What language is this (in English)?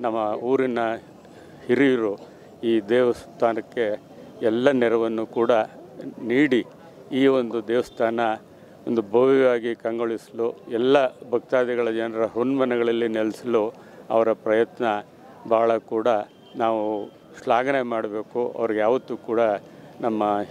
Kannada